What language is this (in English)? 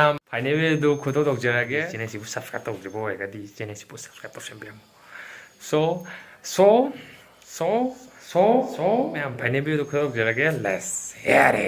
Manipuri